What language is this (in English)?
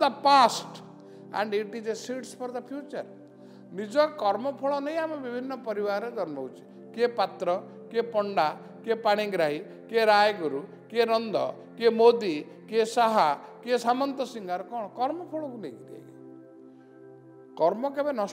Odia